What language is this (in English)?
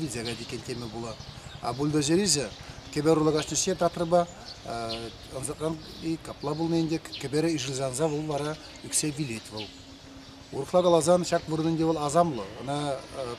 Chuvash